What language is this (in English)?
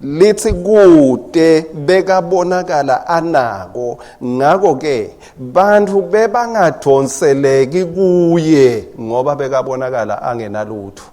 Swati